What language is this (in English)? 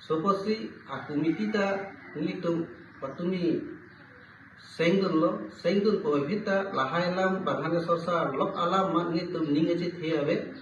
Karbi